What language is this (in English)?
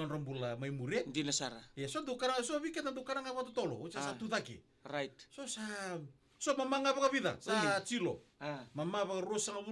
Fijian